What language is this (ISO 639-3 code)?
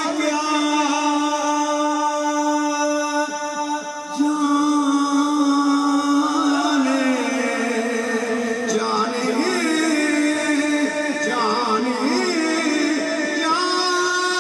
urd